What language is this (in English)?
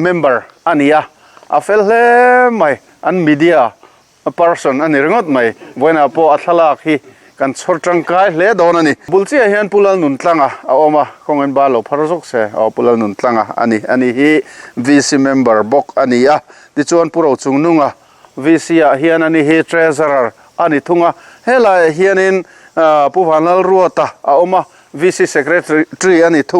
Mizo